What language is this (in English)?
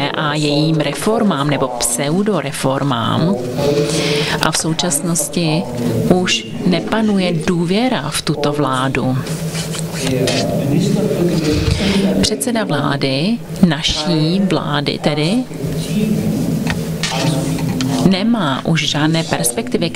Czech